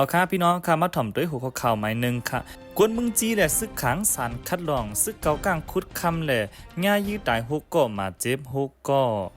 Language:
Shan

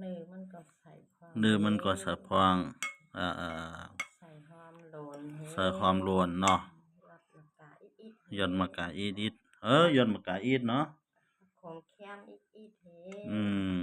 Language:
Lao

